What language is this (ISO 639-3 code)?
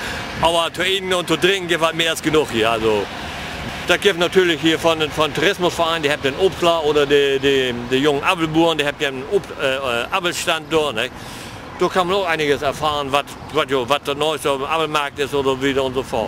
nds